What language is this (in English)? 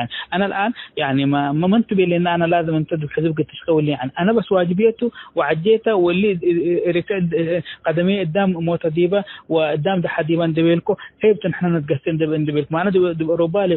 Tigre